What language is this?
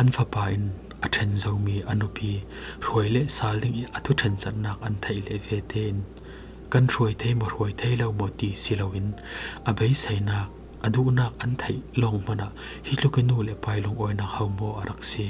Falam Chin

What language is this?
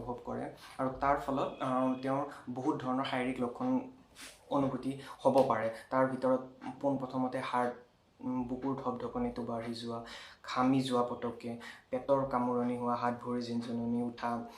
Assamese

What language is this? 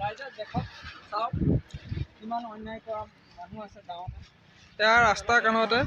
Assamese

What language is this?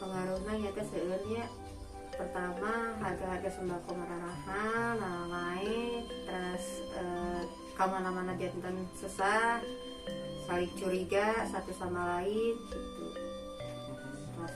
Sundanese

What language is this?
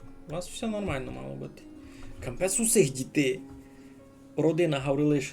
Rusyn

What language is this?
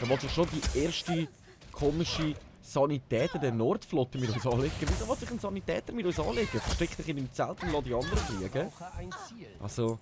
Swiss German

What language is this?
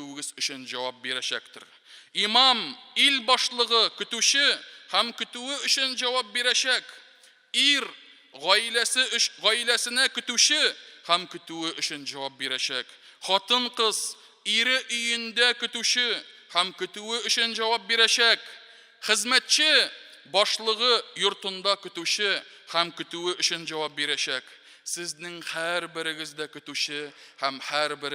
Tatar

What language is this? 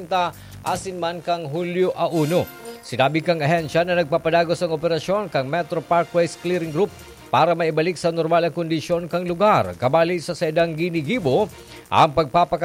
Bikol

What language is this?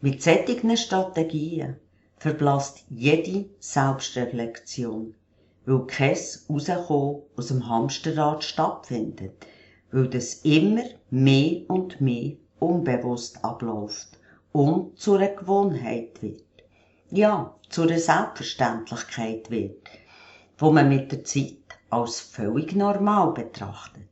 Swiss German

